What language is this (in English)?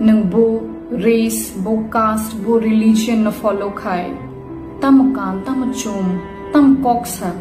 Kok Borok